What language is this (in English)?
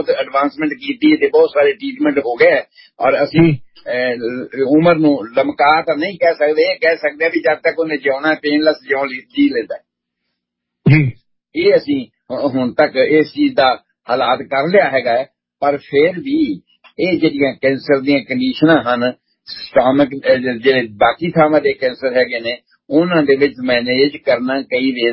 Punjabi